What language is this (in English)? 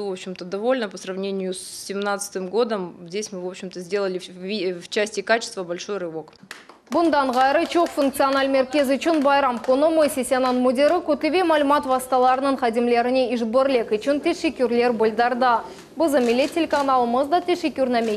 Crimean Tatar